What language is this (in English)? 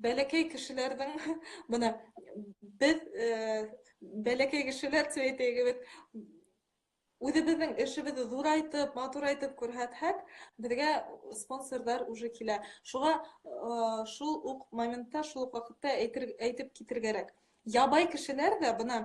Bashkir